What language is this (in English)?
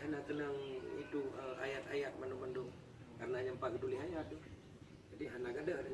Achinese